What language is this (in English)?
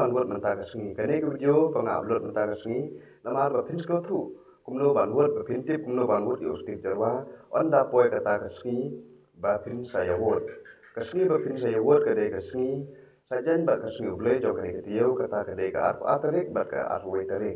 Khasi